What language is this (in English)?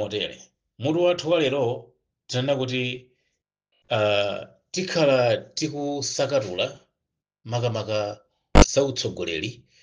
Nyanja